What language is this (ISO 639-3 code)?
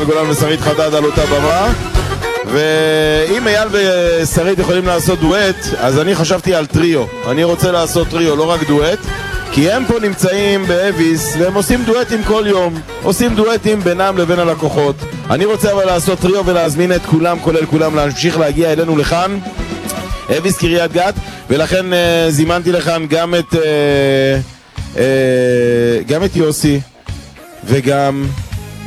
heb